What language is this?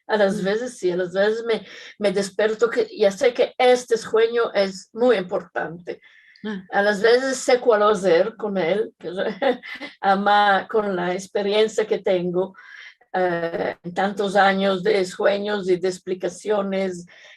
Ladino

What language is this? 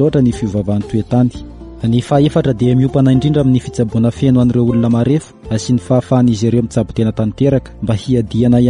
Malagasy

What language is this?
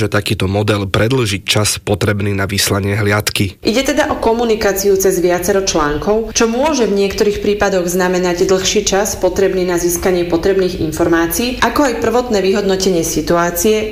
Slovak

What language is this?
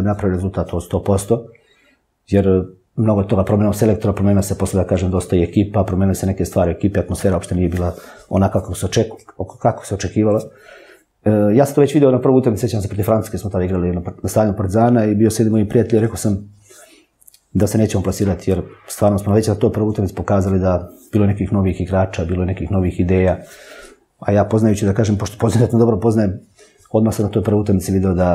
Serbian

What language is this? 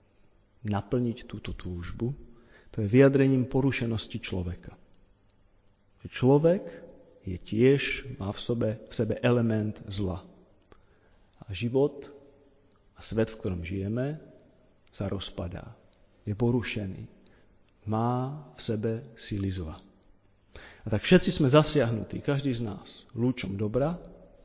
Slovak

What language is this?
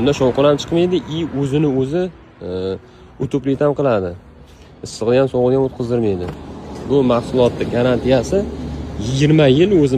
Uzbek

